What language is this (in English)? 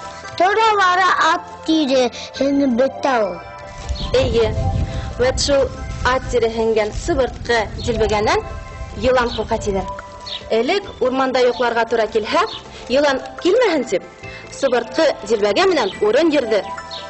Bashkir